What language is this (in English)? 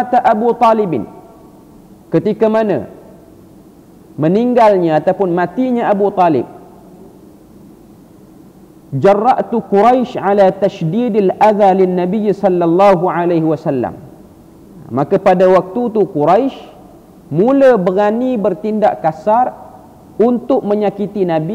Malay